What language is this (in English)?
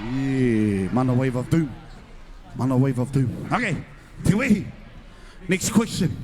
Māori